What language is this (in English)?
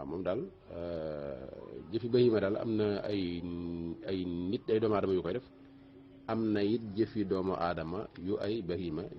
Wolof